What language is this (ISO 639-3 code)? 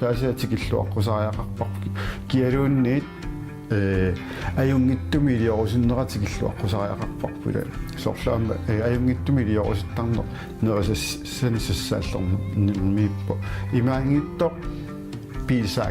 kal